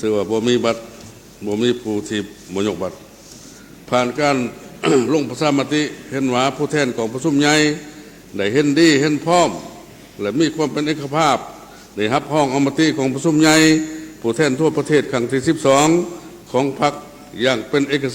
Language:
Lao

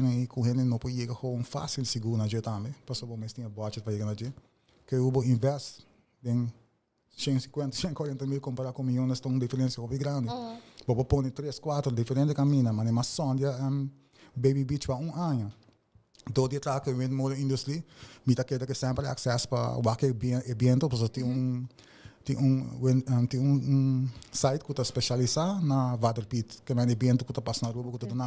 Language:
Papiamento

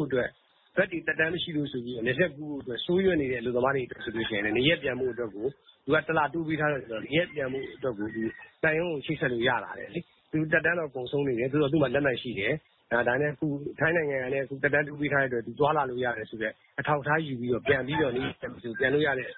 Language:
Burmese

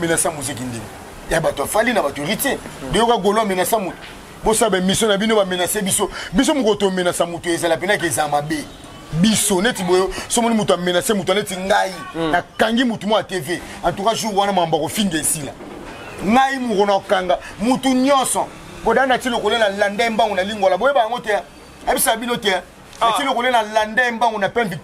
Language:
Lingala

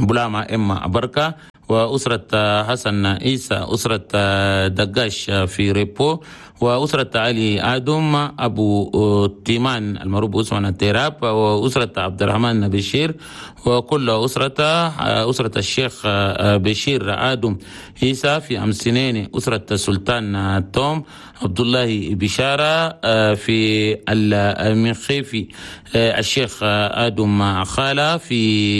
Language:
Chadian Arabic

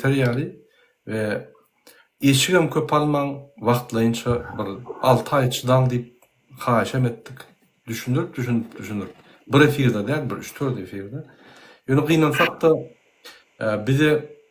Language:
Turkmen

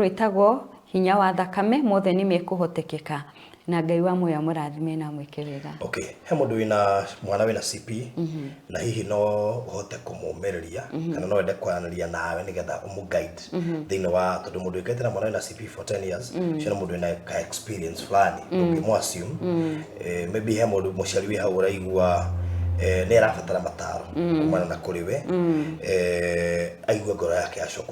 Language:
Kikuyu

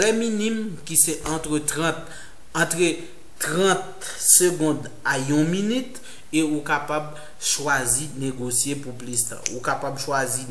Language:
Haitian Creole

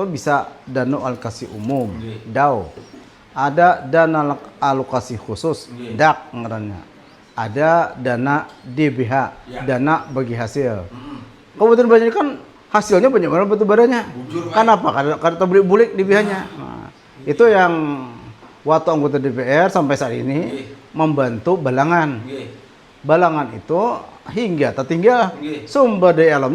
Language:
Banjar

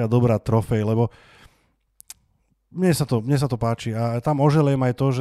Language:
Slovak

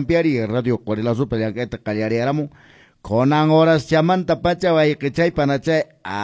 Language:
Quechua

